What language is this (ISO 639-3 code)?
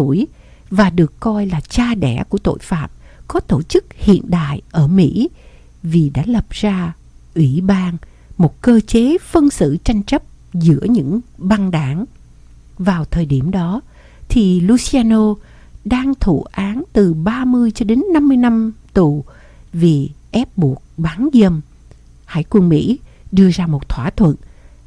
vie